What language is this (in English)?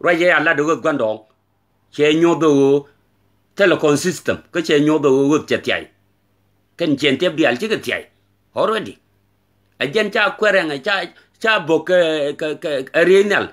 Nuer